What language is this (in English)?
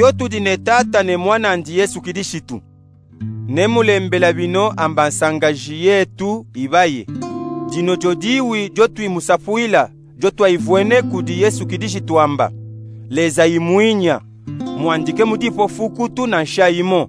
Luba-Katanga